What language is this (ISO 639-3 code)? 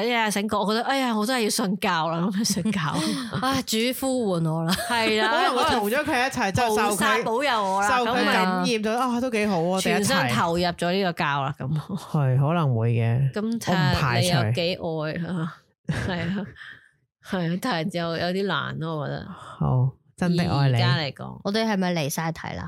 yue